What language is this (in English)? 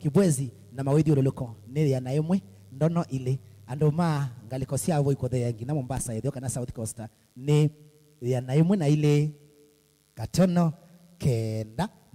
Kamba